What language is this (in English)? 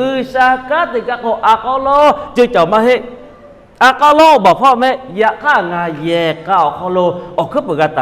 Lahu